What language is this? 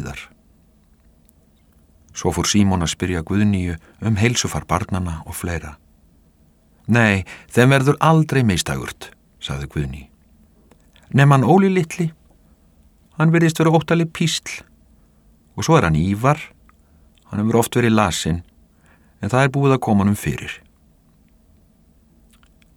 Icelandic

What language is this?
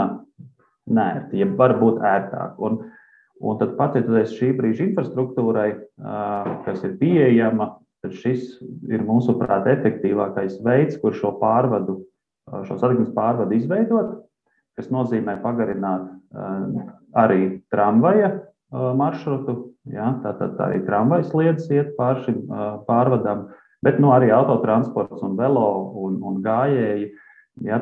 Latvian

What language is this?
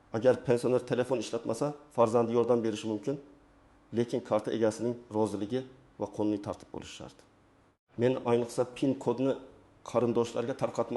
Uzbek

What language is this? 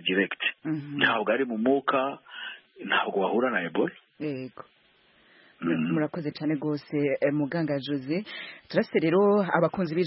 Kinyarwanda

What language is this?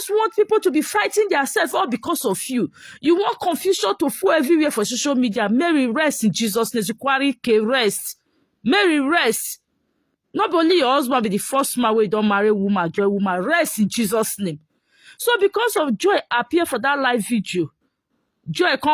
Nigerian Pidgin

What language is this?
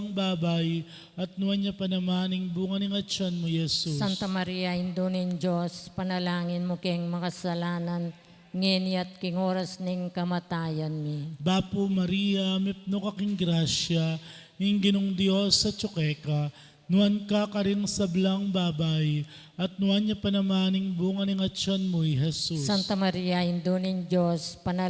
Pampanga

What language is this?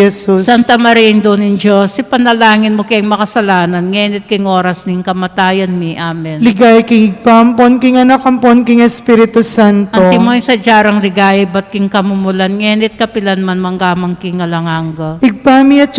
Pampanga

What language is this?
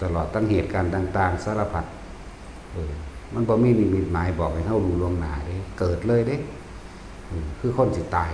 Lao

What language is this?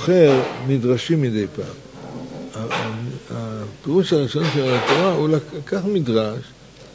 Hebrew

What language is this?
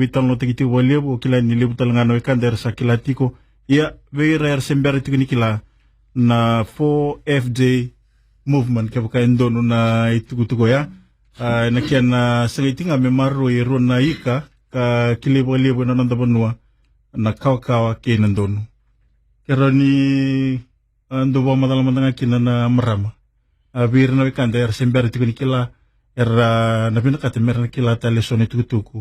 Fijian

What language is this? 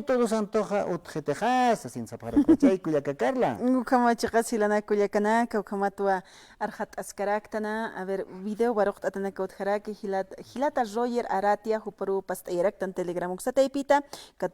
Aymara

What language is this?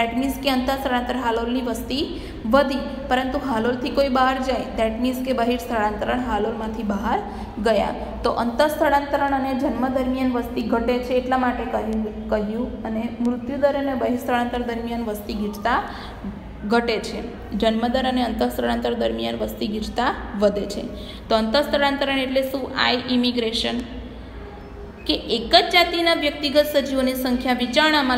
Gujarati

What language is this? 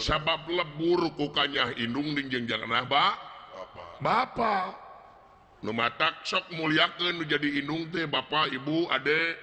Sundanese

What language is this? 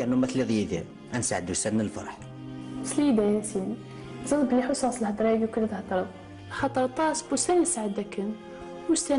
Kabyle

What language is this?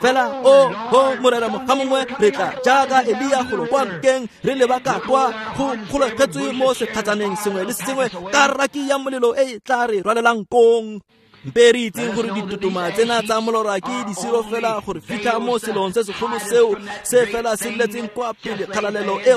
Tswana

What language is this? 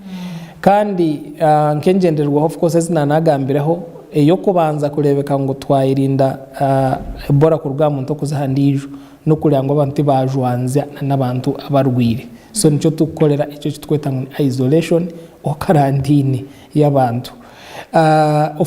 Nyankole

